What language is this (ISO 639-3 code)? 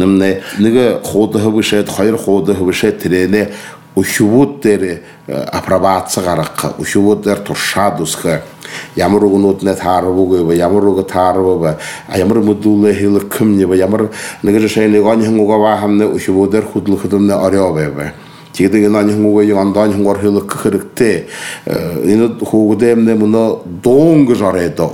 bua